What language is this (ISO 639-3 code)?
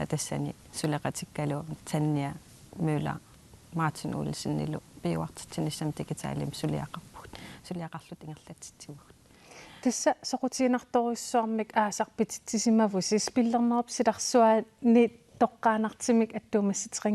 kal